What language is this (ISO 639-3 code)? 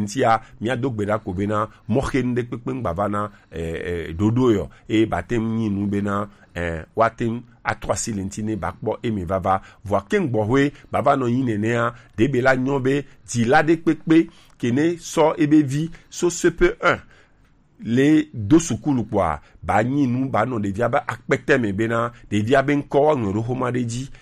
gej